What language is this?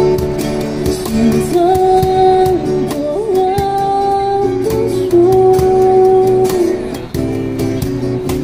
Chinese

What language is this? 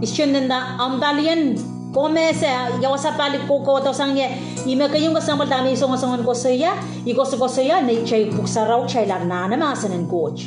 Pohnpeian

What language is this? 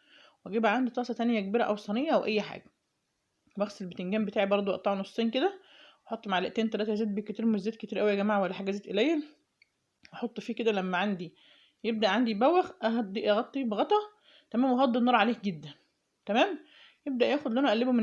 Egyptian Arabic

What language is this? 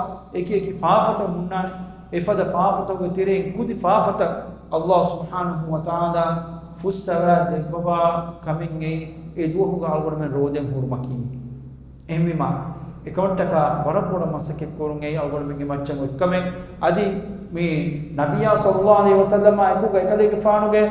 Divehi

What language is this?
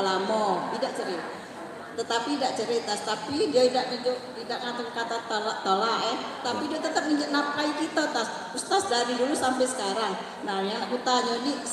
Musi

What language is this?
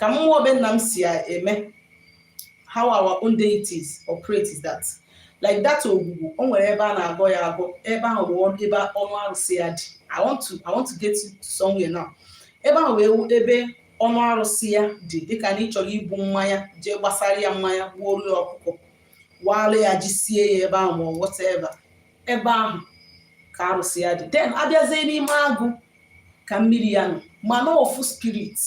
Igbo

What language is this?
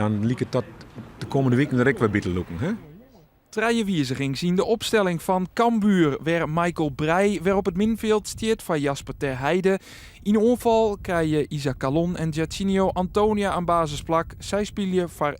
Western Frisian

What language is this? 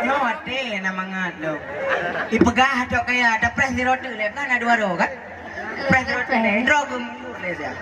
Achinese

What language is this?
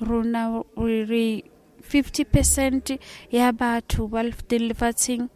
Tswana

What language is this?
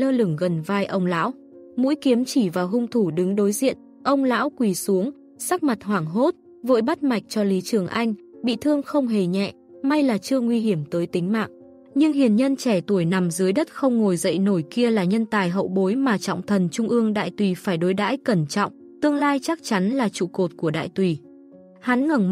Vietnamese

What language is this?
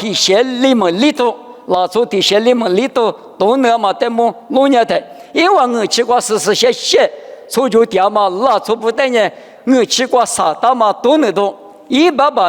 Lisu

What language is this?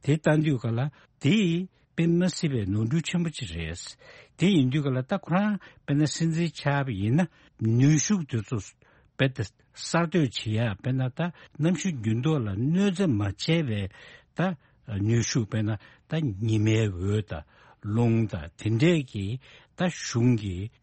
Tibetan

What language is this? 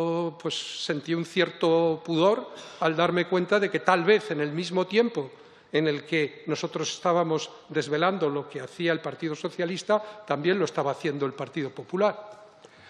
Spanish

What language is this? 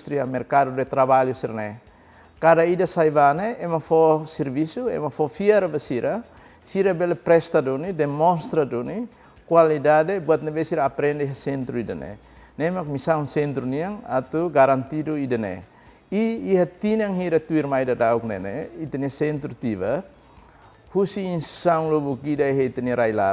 Tetum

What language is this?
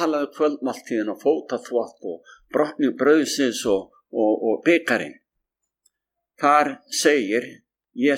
Icelandic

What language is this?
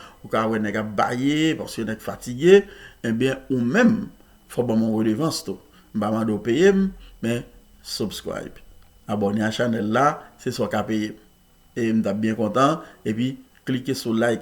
Haitian Creole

